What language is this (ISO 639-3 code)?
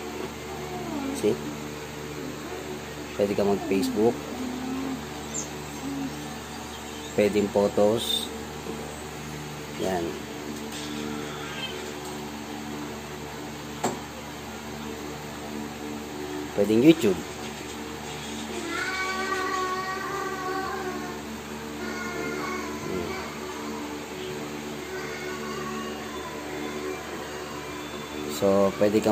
fil